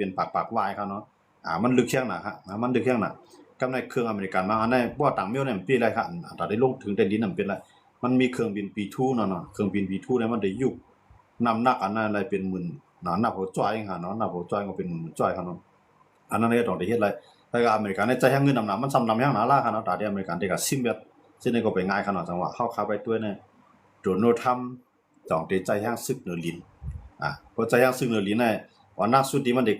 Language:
Shan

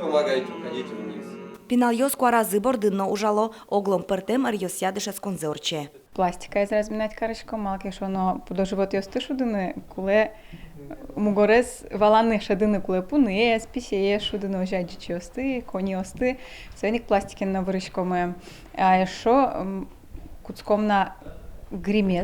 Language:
Udmurt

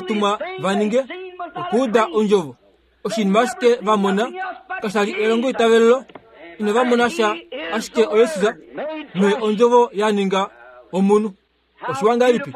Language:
Kuanyama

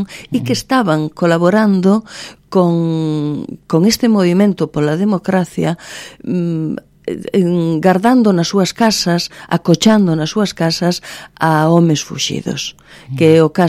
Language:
Galician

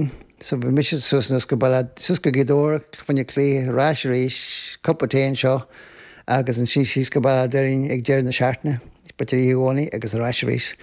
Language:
Irish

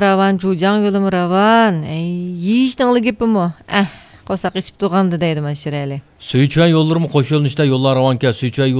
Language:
Uyghur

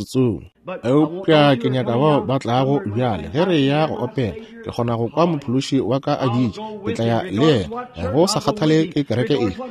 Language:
Northern Sotho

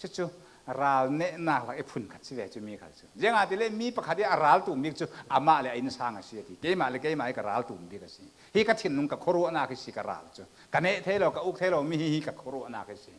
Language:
Falam Chin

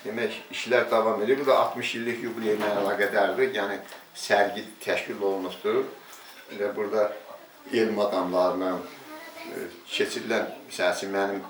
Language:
Azerbaijani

